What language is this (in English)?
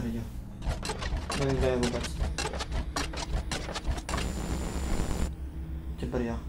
Czech